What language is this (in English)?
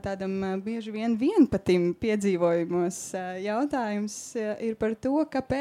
Latvian